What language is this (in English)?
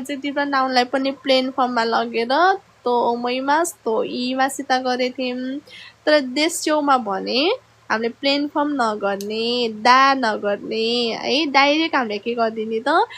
Nepali